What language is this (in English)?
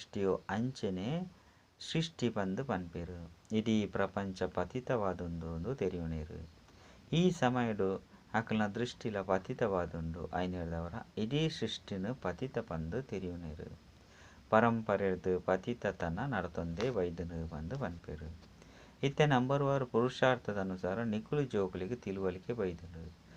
Tulu